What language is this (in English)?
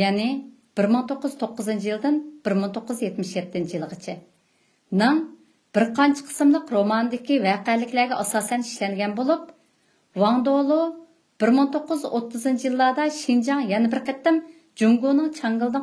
Uyghur